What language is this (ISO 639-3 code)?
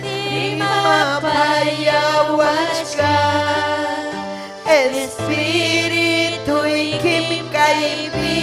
quy